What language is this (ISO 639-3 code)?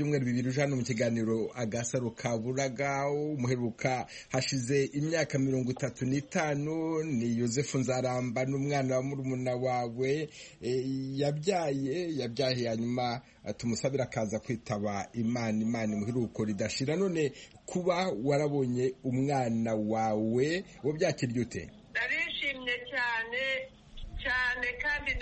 kin